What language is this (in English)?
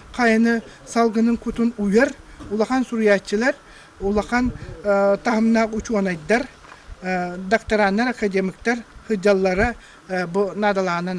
Yakut